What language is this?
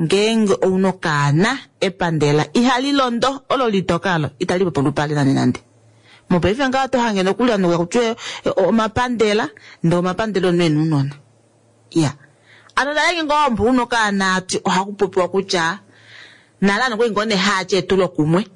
Kuanyama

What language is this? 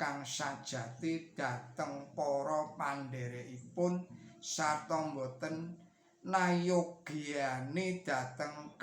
Javanese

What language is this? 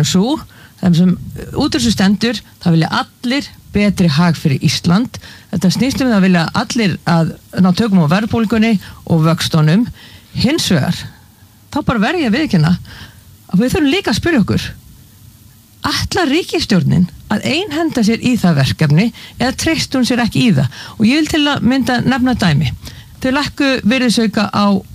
Icelandic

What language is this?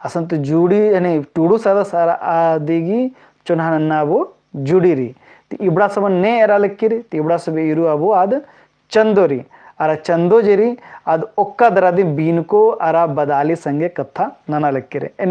Kurukh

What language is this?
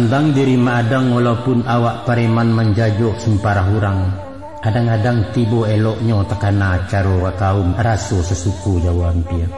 Minangkabau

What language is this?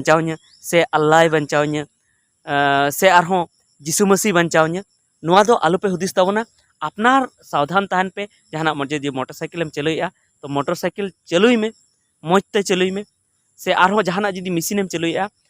Santali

